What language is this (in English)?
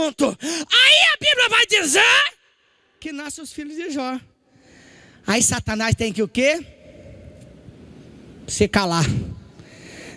Portuguese